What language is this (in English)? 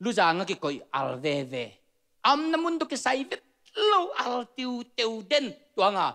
Tedim Chin